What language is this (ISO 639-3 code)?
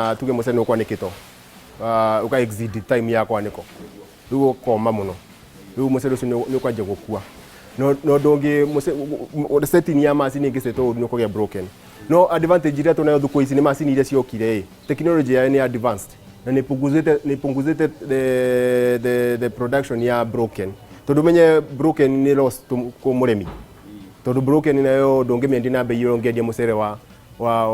kik